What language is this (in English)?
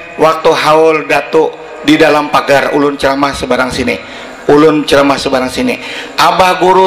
Banjar